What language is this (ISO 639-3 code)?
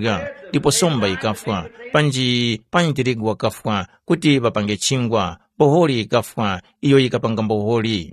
tum